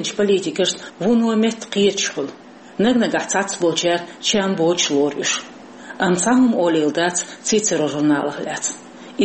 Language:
Chechen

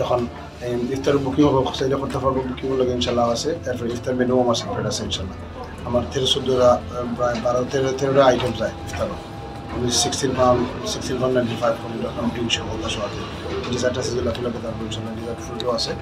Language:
Sylheti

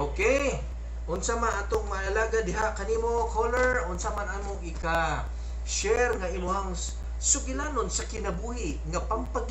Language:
Cebuano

